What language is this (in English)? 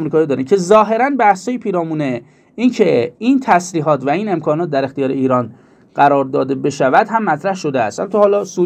Persian